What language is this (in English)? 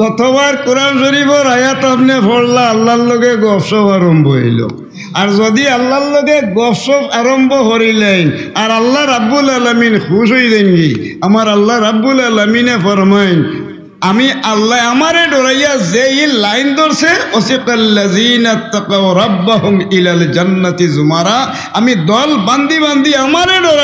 Sylheti